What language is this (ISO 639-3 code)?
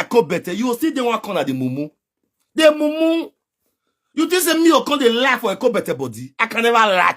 pcm